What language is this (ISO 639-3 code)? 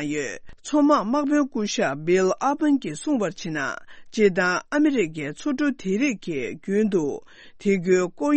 bod